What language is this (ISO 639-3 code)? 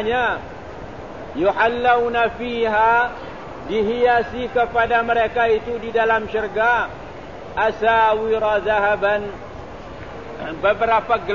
msa